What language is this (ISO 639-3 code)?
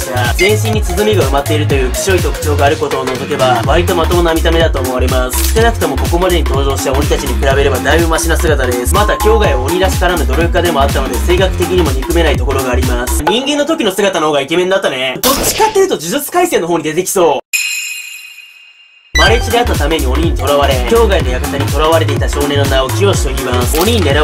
jpn